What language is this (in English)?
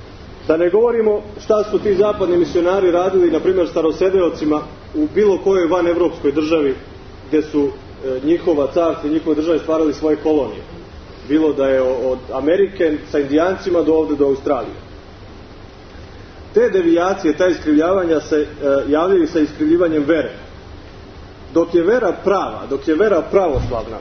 Serbian